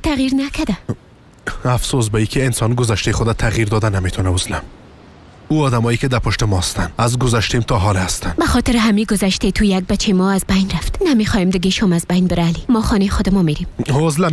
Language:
Persian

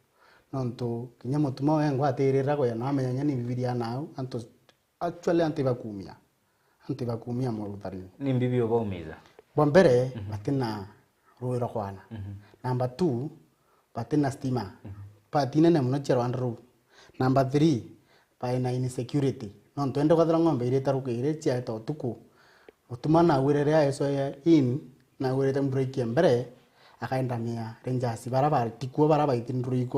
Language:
Meru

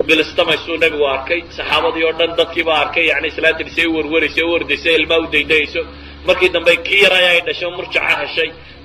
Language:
Somali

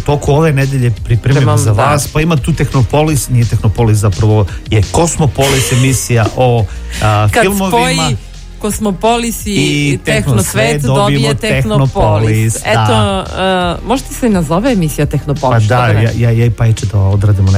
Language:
Serbian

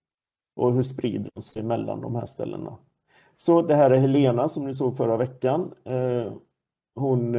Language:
Swedish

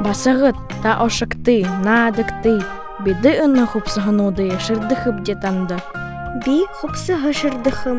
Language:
Buriat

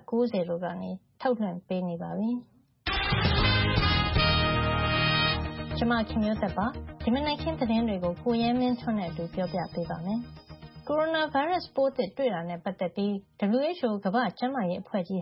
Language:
Burmese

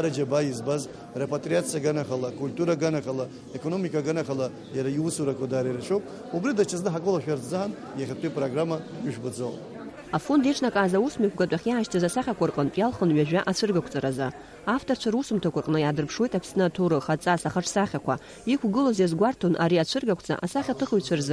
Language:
Abkhazian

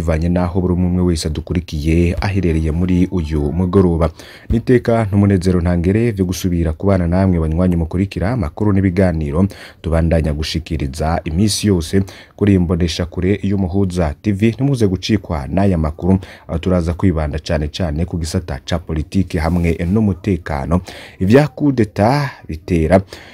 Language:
Rundi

